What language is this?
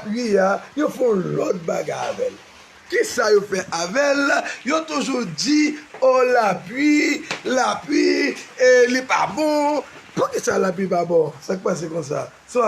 Haitian Creole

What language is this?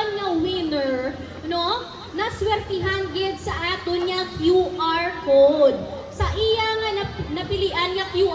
Hiligaynon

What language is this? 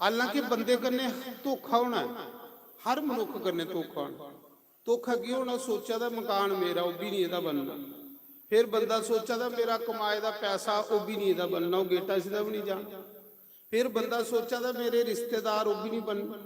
Dogri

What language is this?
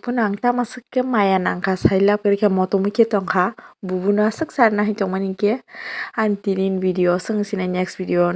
Kok Borok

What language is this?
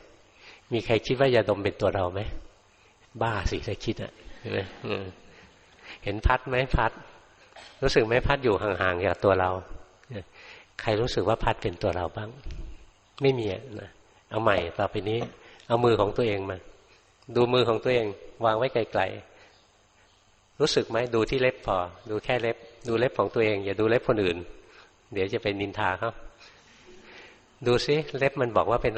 Thai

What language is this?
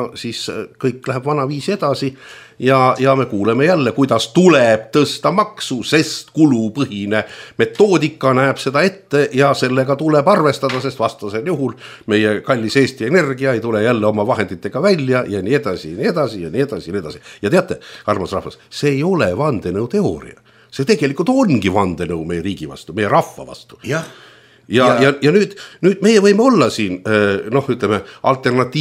Estonian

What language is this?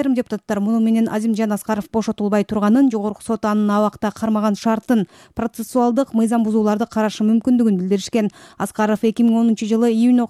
Kyrgyz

